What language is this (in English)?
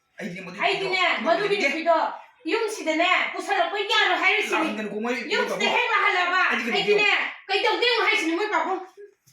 Manipuri